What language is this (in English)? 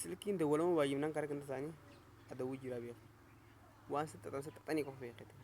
Oromo